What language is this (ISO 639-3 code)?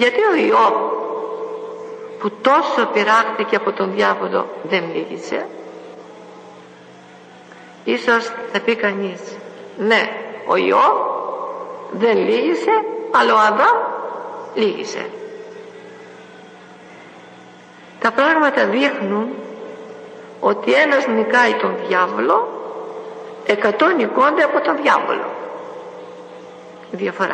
ell